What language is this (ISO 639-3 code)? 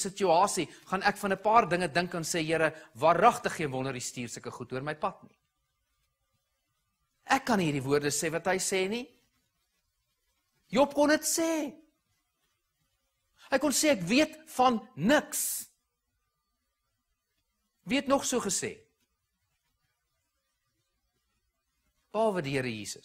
afr